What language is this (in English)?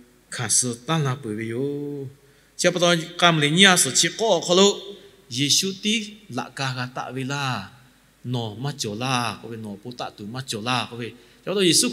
Lahu